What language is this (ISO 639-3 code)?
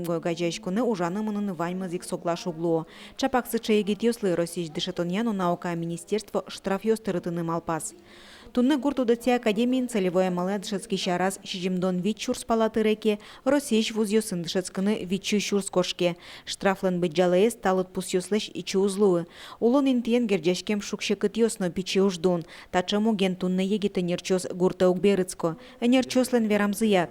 udm